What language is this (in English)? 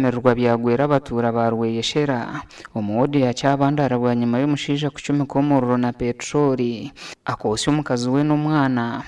Nyankole